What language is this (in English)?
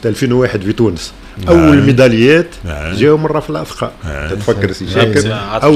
Tunisian Arabic